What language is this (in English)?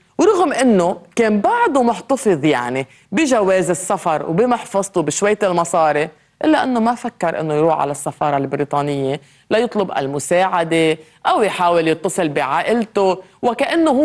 North Levantine Arabic